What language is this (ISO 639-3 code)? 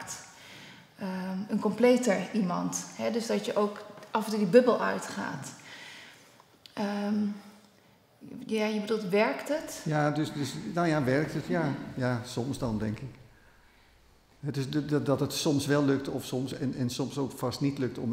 nld